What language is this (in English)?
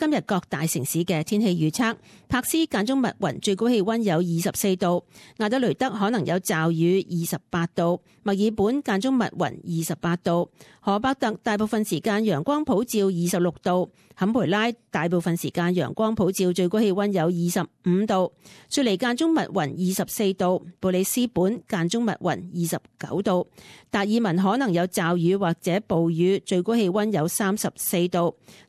Cantonese